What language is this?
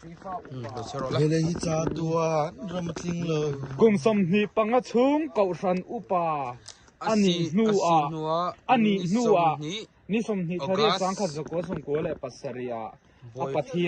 Mizo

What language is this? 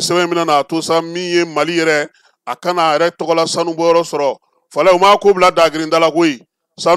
Bambara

